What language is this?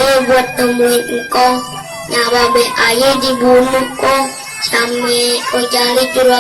Betawi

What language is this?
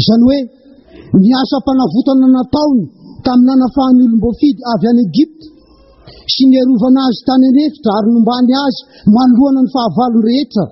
Malagasy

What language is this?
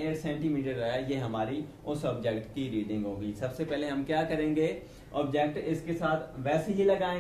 Hindi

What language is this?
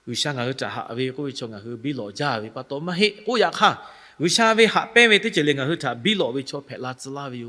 Lahu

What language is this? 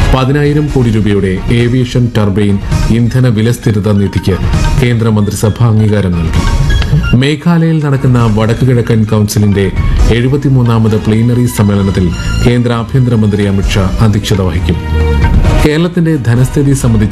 Malayalam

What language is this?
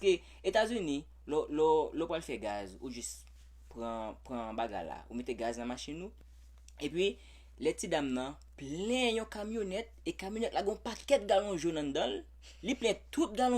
Haitian Creole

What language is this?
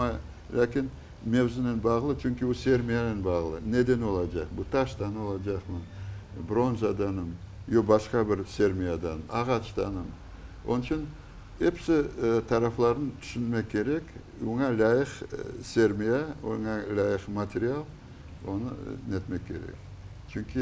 Crimean Tatar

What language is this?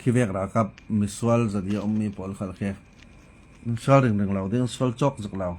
Falam Chin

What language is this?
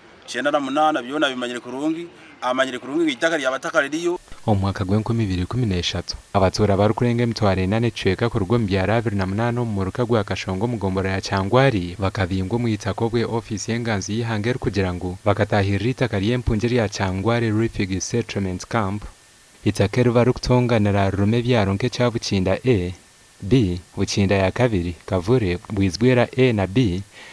Nyankole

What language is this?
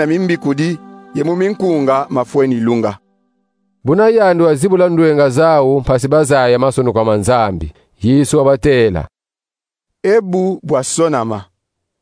Kongo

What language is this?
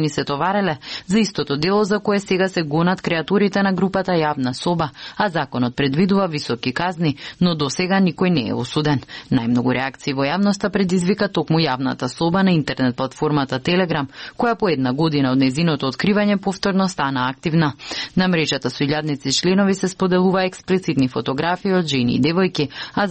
Macedonian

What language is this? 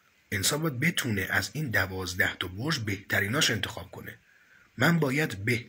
Persian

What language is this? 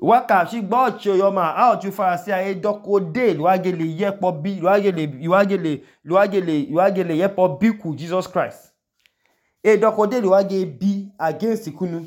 Idoma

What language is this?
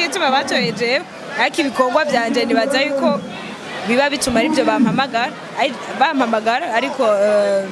Rundi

